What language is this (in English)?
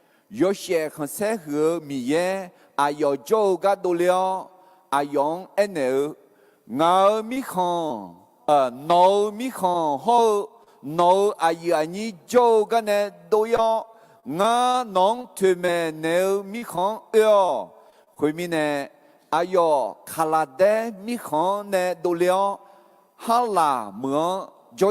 Akha